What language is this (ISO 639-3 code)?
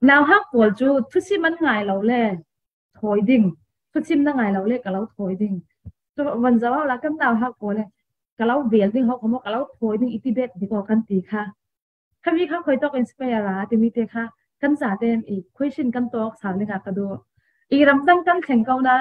cfm